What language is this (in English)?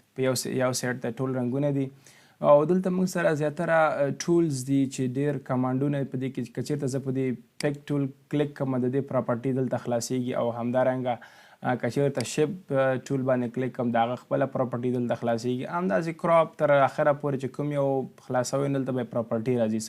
Pashto